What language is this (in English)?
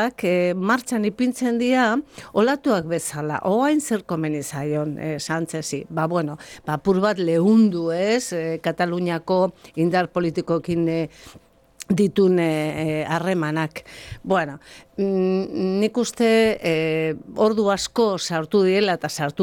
Basque